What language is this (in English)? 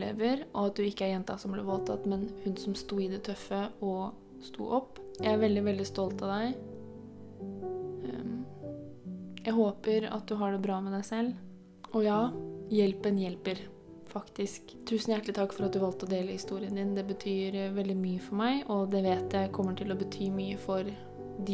Norwegian